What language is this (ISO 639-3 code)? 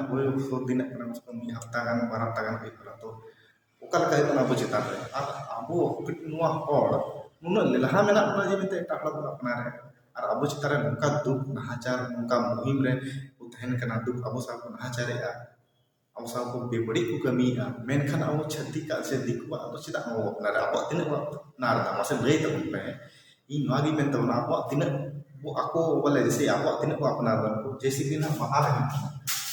sat